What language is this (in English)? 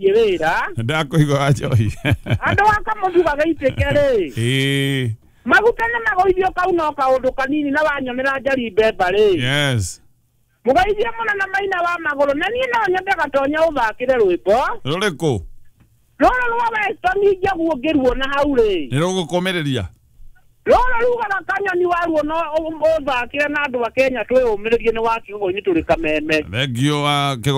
Kikuyu